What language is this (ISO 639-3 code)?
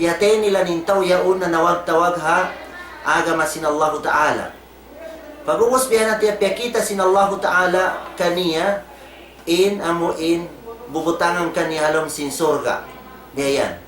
tsg